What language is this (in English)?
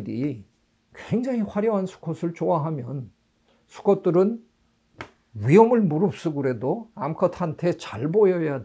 Korean